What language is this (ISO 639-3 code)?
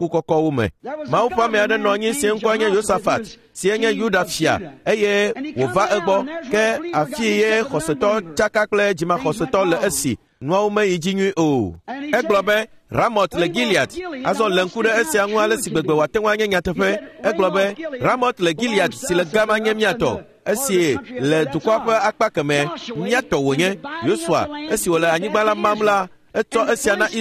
ewe